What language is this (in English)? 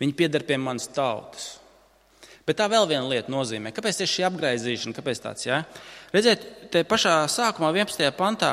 Latvian